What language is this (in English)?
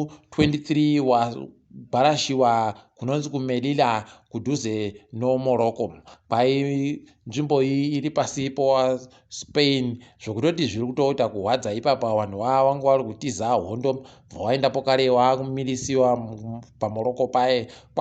Ndau